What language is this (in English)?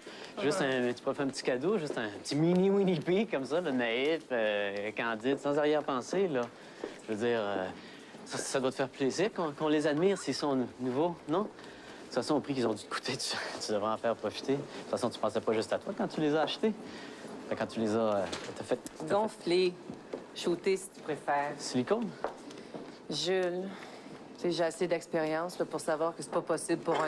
French